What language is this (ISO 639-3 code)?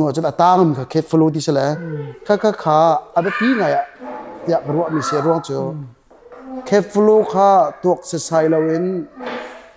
cnh